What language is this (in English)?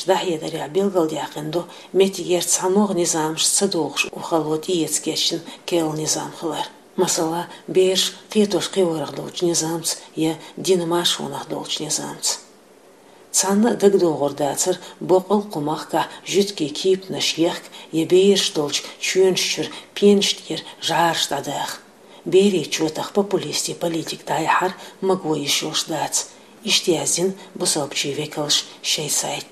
Chechen